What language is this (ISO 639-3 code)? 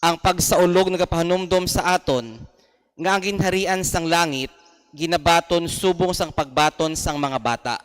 hil